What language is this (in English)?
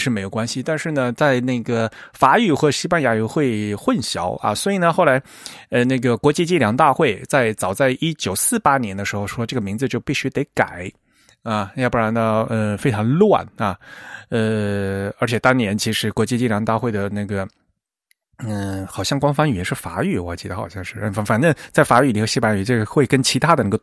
Chinese